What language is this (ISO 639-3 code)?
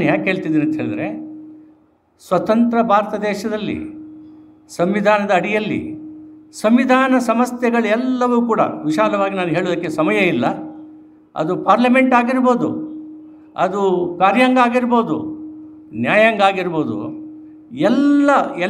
kan